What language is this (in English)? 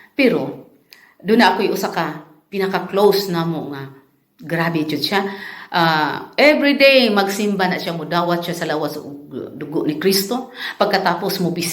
Cebuano